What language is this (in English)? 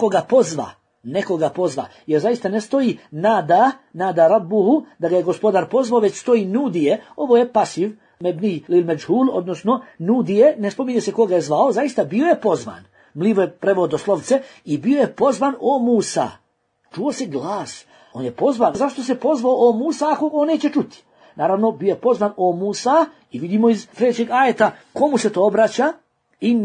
Bosnian